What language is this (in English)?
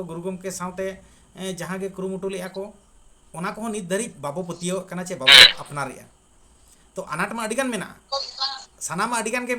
Santali